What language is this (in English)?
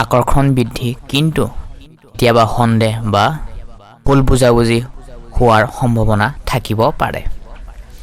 Assamese